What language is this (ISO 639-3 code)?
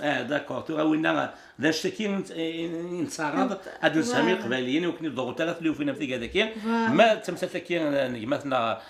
kab